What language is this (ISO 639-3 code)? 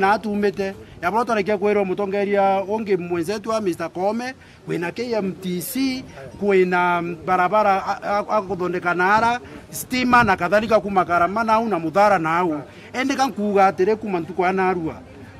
mer